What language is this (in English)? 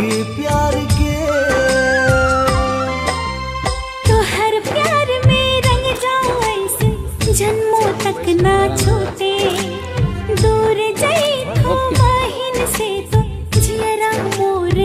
Bhojpuri